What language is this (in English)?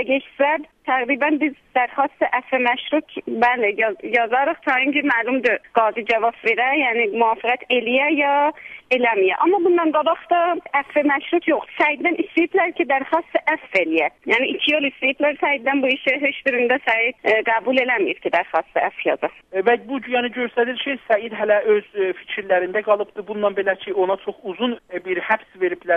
South Azerbaijani